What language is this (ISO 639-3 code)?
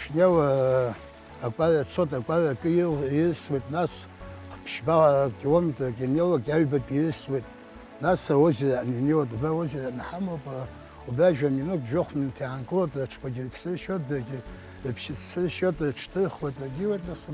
abk